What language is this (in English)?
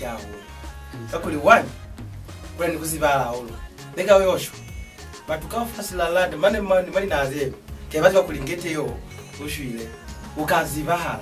Lozi